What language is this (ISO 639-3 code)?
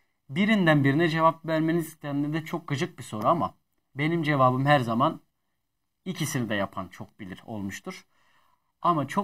tur